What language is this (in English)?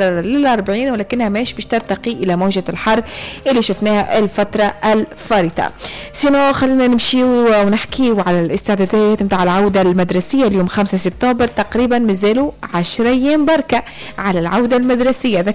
Tunisian Arabic